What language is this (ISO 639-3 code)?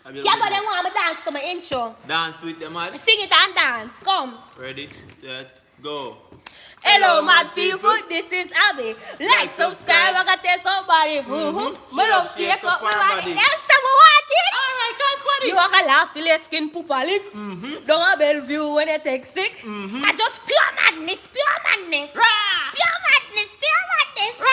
jam